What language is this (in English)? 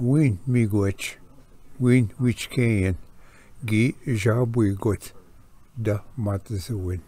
Ojibwa